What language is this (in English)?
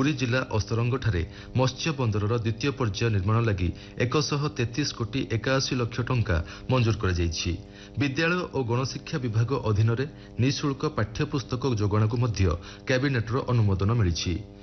Odia